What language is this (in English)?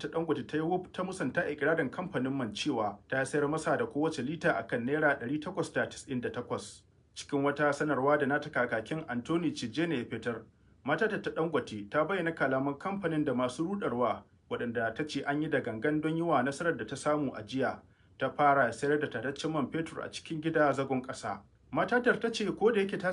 Hausa